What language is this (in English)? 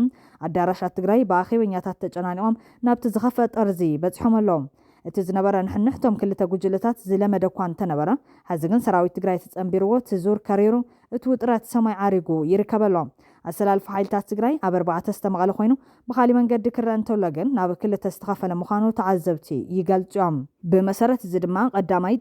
Tigrinya